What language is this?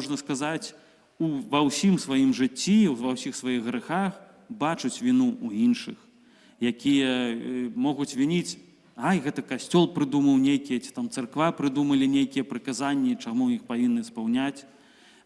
Belarusian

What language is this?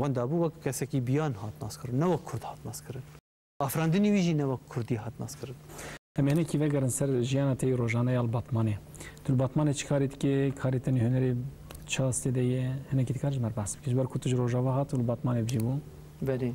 Kurdish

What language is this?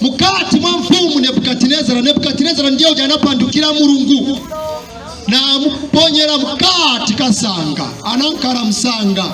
Nyanja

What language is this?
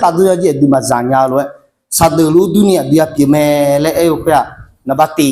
Akha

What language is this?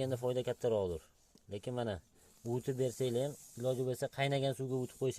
Uzbek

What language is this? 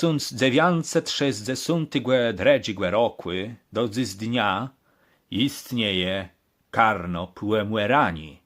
Kashubian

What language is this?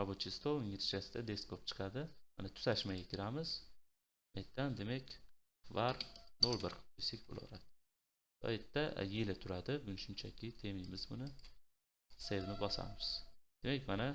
Uzbek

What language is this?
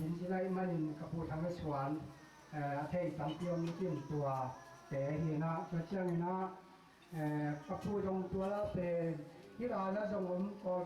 Tedim Chin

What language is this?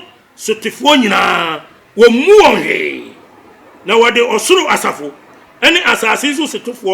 Akan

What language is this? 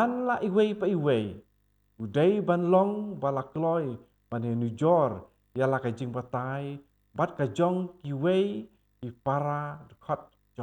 Khasi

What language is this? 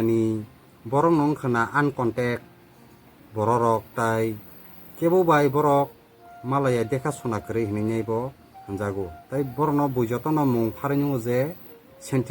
Kok Borok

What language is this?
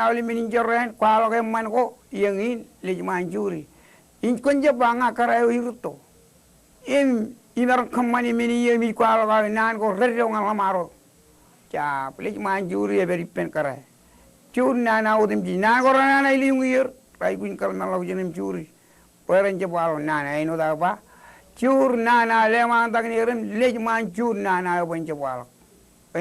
Marshallese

